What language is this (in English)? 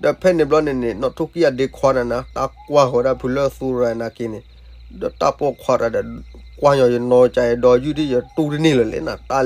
S'gaw Karen